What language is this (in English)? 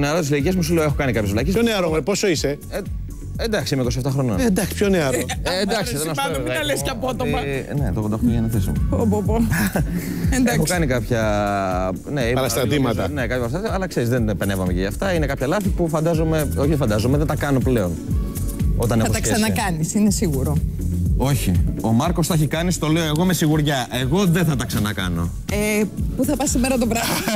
Greek